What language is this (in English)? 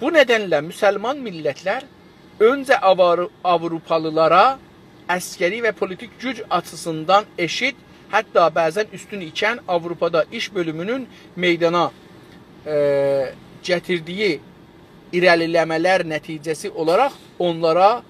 South Azerbaijani